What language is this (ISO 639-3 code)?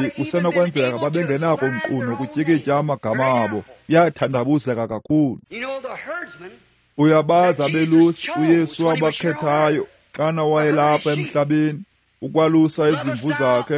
xho